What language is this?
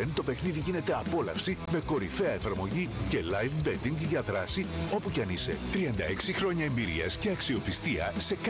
Greek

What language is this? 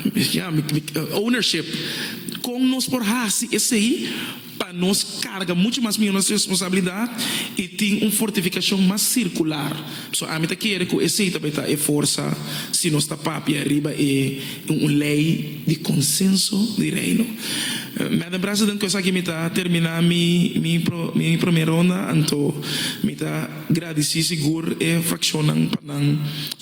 Papiamento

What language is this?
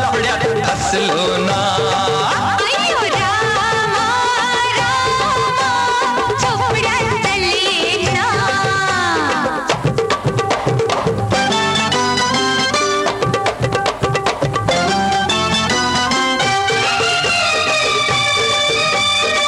Marathi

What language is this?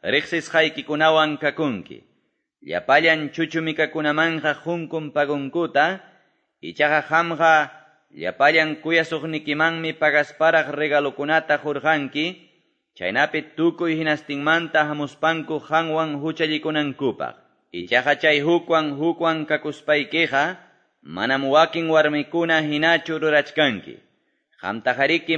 Quechua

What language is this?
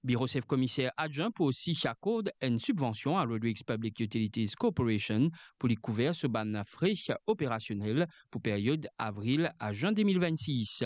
Morisyen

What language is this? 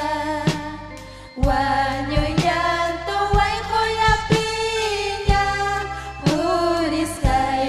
Ayacucho Quechua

